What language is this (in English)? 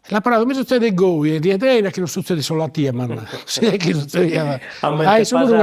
Sardinian